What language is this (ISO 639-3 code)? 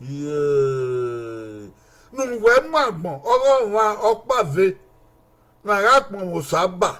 bin